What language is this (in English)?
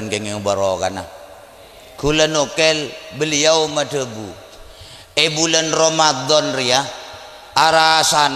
Madurese